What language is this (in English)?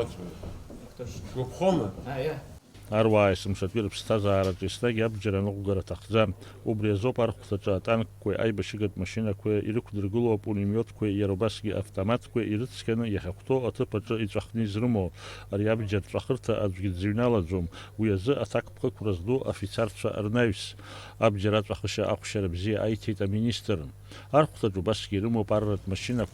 Abkhazian